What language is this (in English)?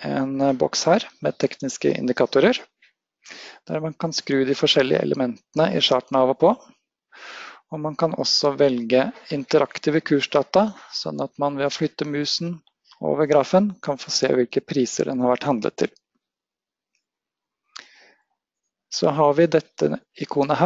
Norwegian